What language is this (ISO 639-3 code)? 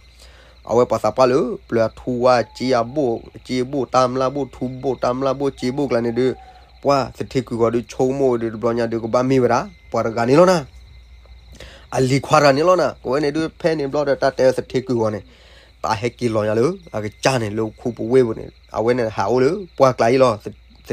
ksw